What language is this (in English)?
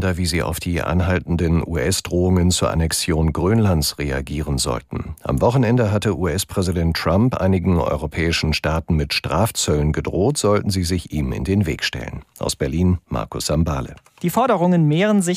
German